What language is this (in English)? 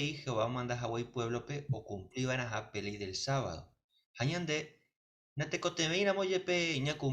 Guarani